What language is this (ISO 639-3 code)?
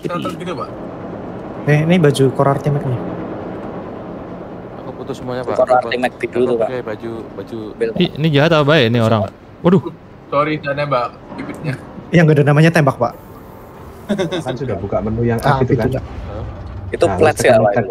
ind